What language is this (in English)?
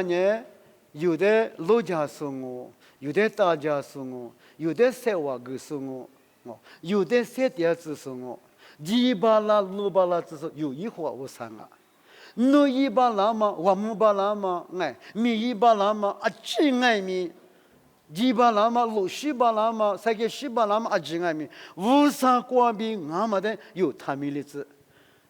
Lisu